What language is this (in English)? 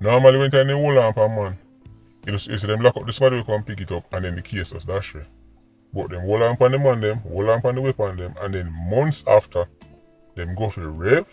Jamaican Creole English